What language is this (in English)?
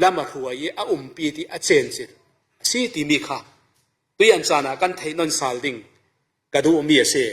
Falam Chin